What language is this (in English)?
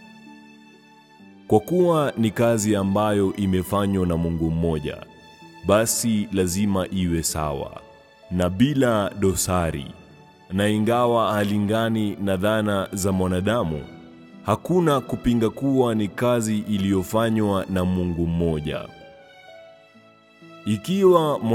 Swahili